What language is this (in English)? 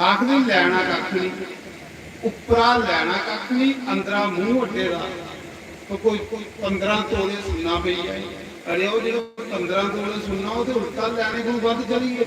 Dogri